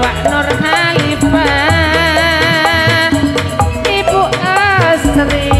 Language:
Madurese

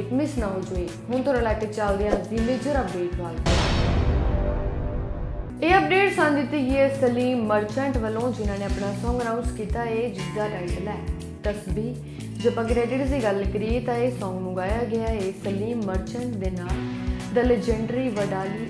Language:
Punjabi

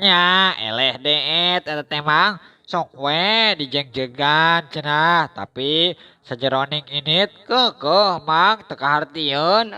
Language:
Sundanese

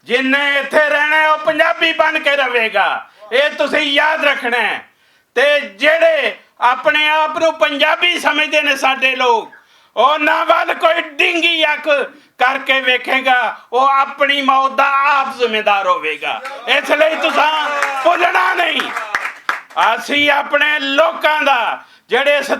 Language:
Western Panjabi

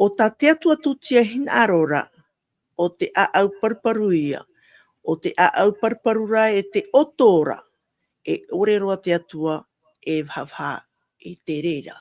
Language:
Tahitian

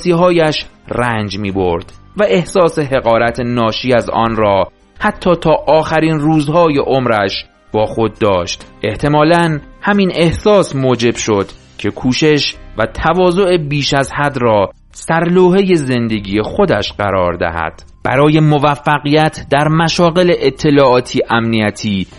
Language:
Persian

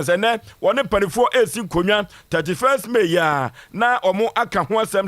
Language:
Akan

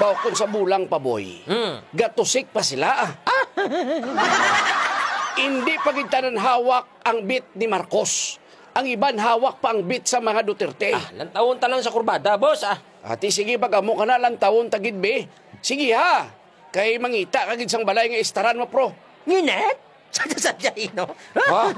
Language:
Hiligaynon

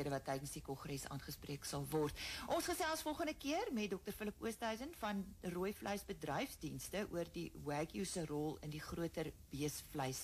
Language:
Afrikaans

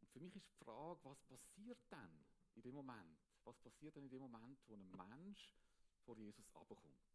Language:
Swiss German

